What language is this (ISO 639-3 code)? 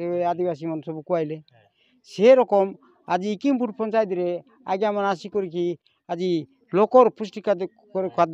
ori